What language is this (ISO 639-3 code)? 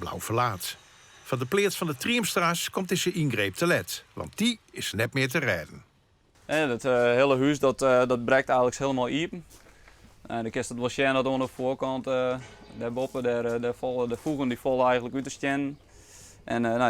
fry